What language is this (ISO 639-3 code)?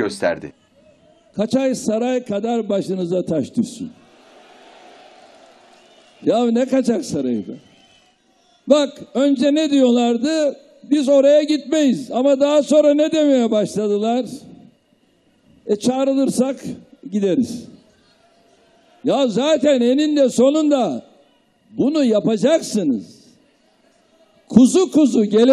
tur